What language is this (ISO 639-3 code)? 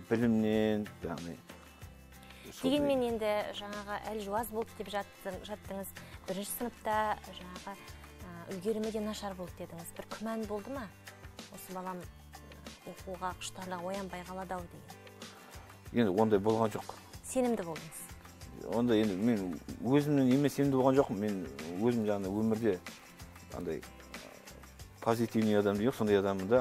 kaz